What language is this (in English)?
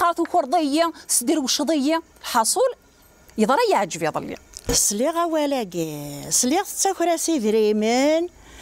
Kabyle